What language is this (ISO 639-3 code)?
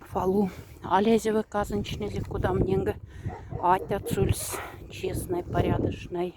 mdf